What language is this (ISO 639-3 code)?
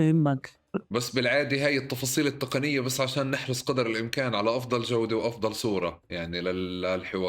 apc